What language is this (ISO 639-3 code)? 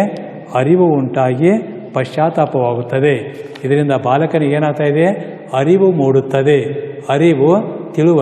kan